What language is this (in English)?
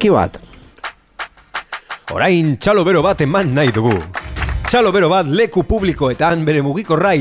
Basque